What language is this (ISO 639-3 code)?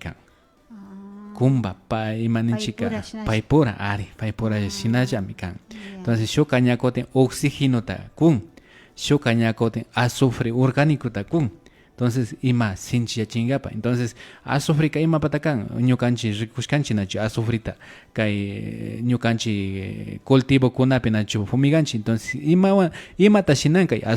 qvi